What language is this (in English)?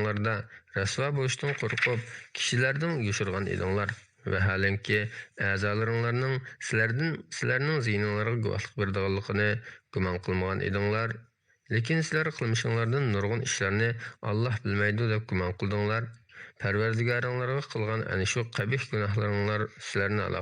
Uyghur